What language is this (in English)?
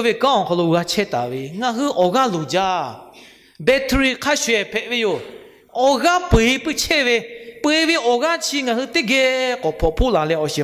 Lahu